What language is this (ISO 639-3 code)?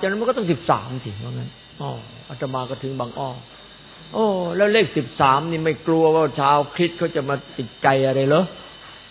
tha